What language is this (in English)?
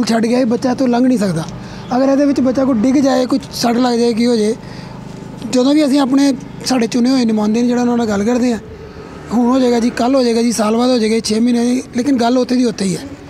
Punjabi